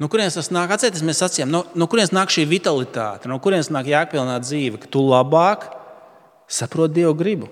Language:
Latvian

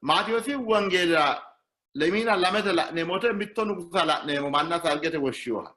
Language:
Sidamo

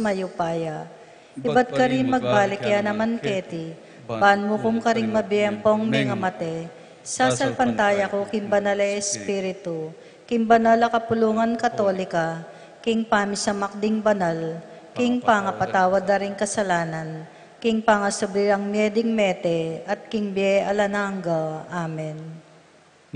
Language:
Pampanga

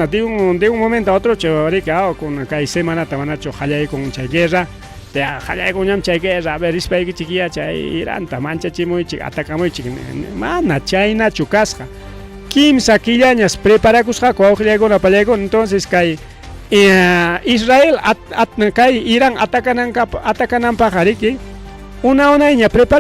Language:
Ayacucho Quechua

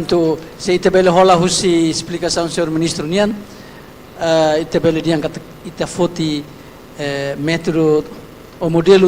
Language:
Tetum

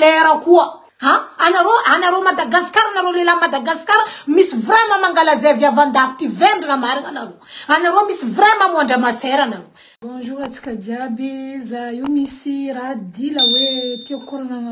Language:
Malagasy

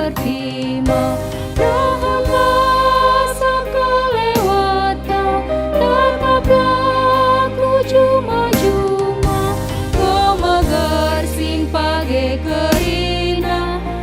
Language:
Batak Karo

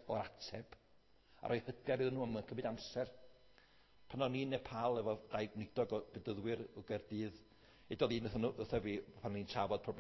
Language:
Welsh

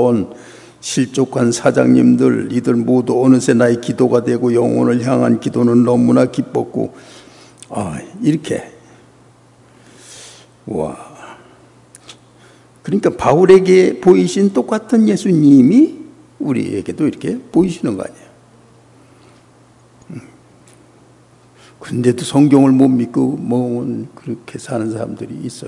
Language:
Korean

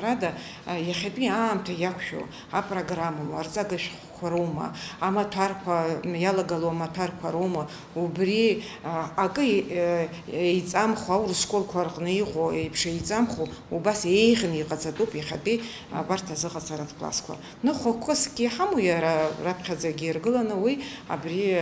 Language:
Abkhazian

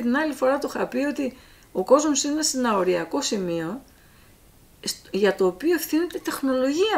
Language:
Greek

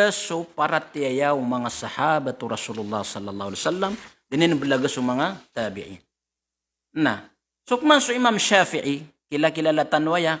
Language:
Maranao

